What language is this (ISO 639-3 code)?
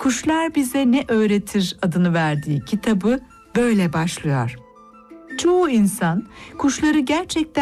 tur